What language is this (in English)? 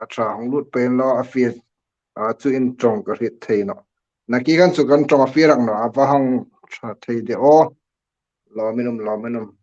Hmar